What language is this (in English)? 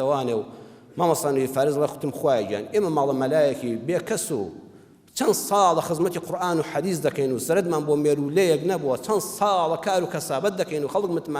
Central Kurdish